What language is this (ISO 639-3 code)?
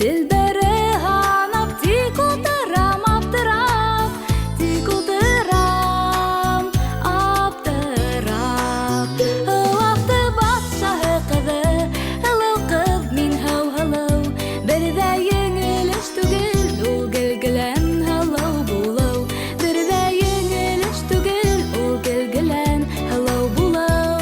bak